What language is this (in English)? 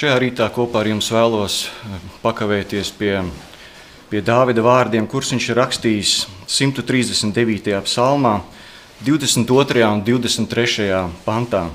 Latvian